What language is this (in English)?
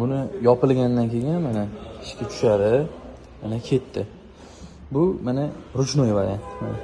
Uzbek